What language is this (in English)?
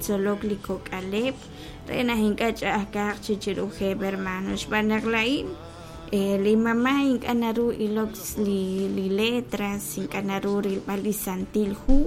Kekchí